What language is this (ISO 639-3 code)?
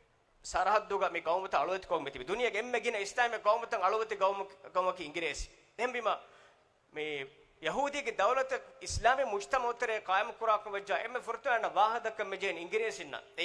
div